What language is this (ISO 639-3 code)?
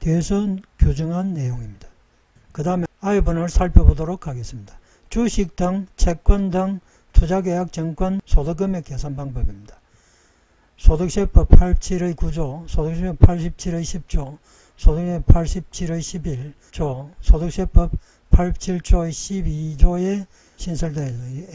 kor